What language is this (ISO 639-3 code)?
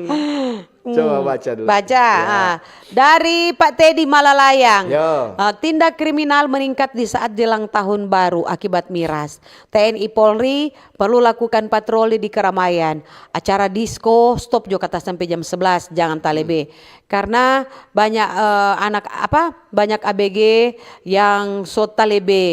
xmm